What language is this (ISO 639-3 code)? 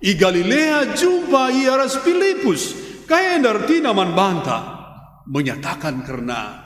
btx